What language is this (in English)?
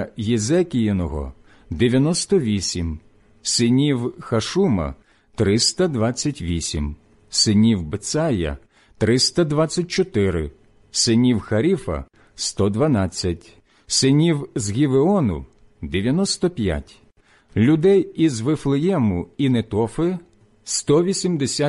Ukrainian